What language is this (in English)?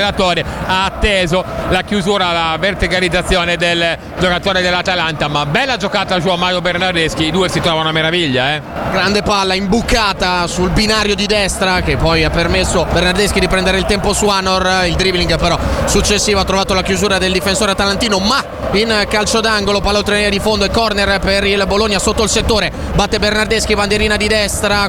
Italian